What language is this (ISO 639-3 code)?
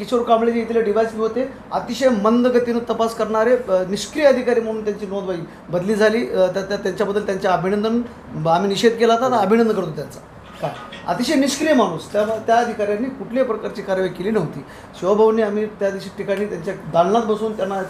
mar